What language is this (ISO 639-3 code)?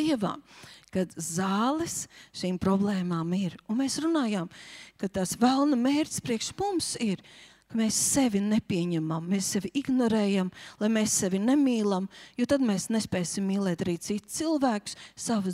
lav